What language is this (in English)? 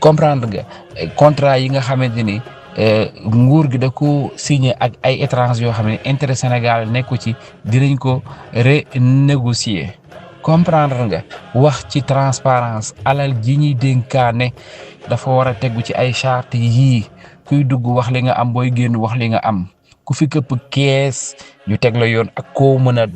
Wolof